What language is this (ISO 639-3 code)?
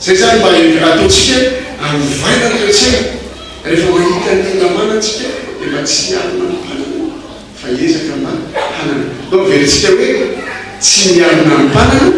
mlg